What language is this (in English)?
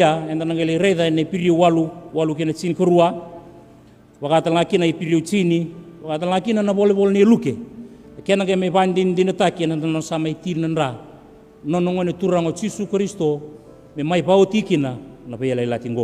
Fijian